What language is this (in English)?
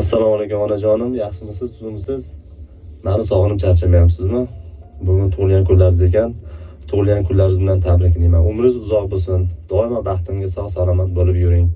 Uzbek